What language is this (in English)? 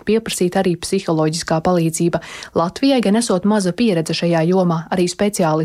Latvian